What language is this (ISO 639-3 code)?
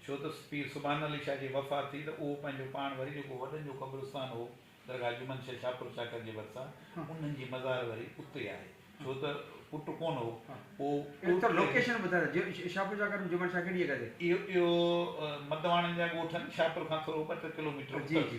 snd